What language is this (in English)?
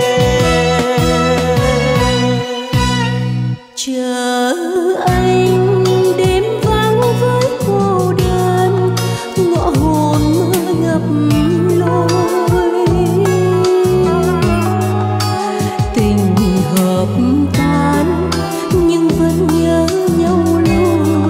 Vietnamese